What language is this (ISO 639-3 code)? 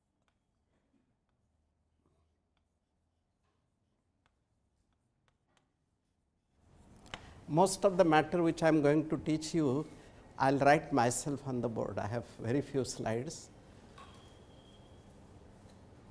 eng